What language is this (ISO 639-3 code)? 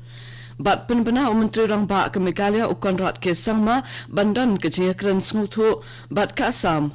kha